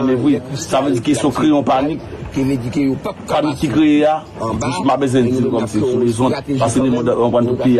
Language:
Haitian Creole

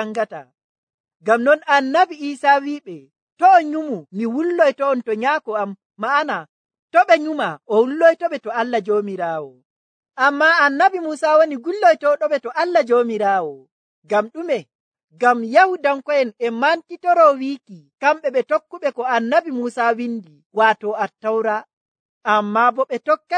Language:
Nigerian Fulfulde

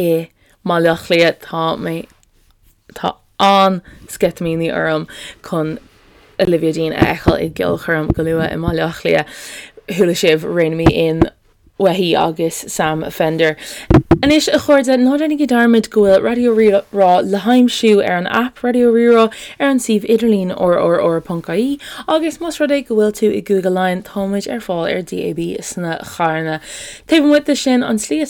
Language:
Irish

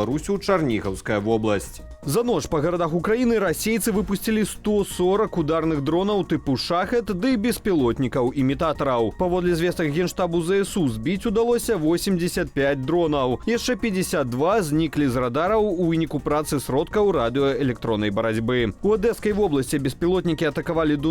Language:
Belarusian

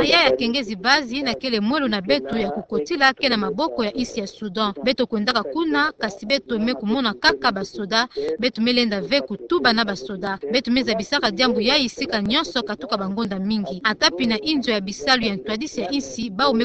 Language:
Kituba (Democratic Republic of Congo)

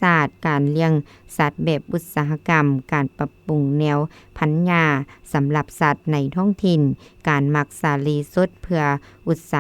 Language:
Lao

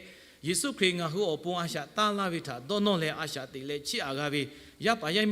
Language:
Lahu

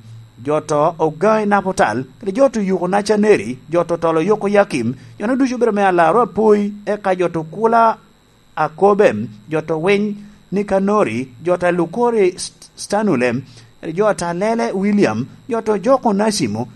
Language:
Lango (Uganda)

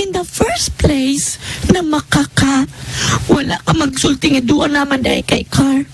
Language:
Cebuano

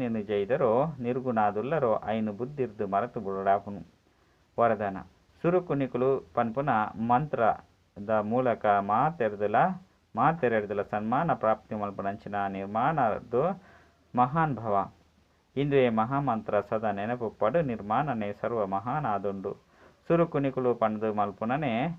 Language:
Tulu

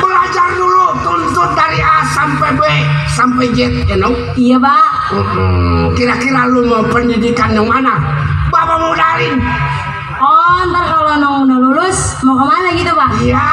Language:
Betawi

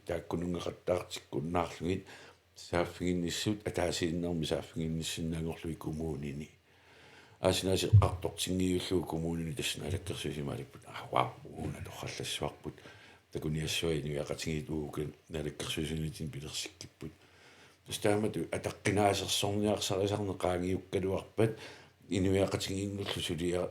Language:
Kalaallisut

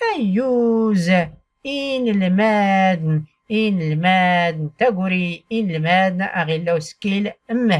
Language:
Tachelhit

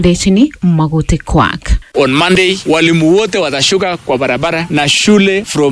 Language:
Swahili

